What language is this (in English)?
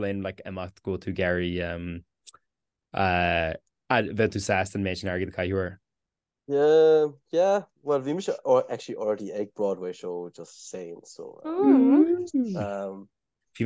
Irish